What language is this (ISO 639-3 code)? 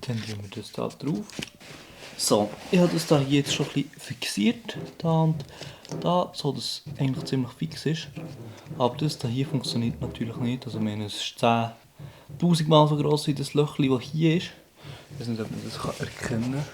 gsw